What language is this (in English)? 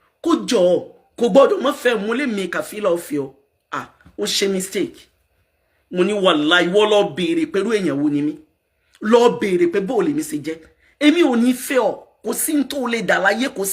Yoruba